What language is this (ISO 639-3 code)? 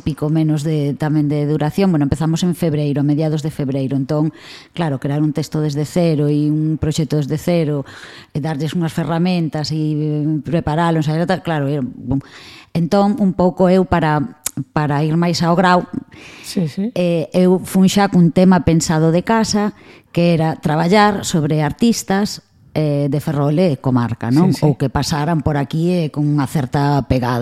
glg